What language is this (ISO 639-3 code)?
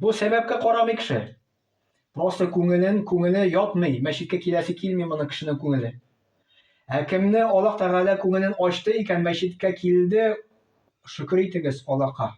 tat